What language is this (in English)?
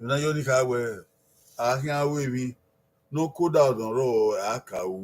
Bini